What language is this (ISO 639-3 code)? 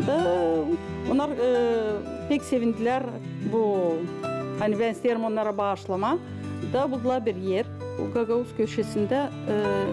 gag